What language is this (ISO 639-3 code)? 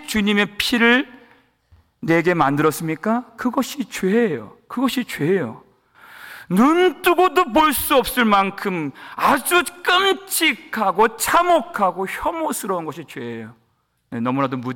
kor